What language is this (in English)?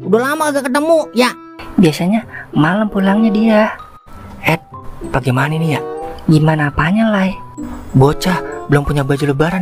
Betawi